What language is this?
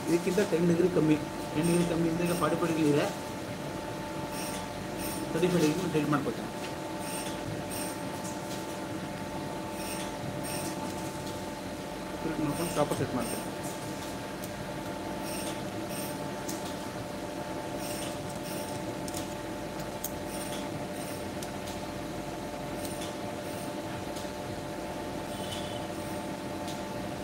Kannada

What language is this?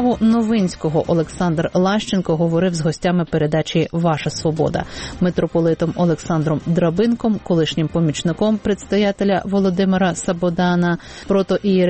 Ukrainian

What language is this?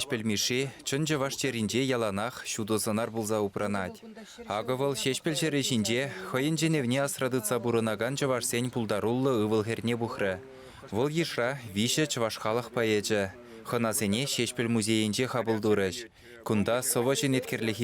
Chuvash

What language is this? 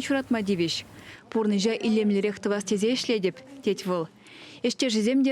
Chuvash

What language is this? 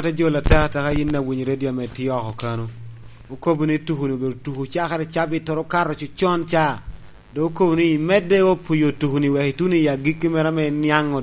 Lango (Uganda)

